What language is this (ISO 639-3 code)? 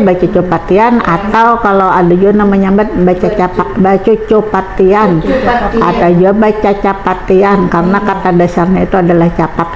bjn